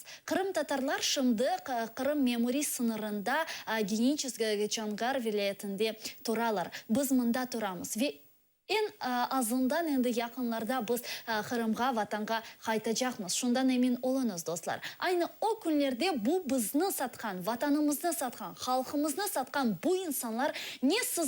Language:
Crimean Tatar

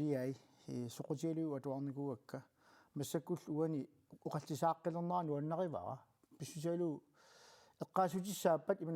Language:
Kalaallisut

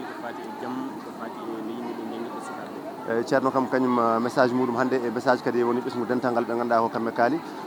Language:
Fula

